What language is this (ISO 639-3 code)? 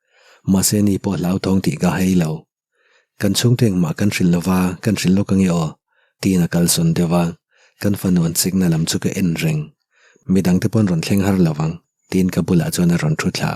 lus